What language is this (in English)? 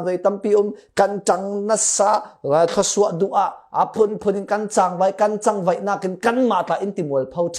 Falam Chin